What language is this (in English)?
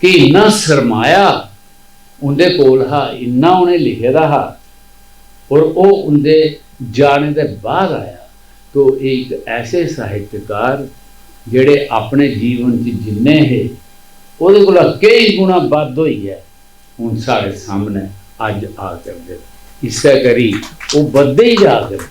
Dogri